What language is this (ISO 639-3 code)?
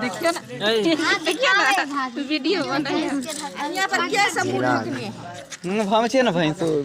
mai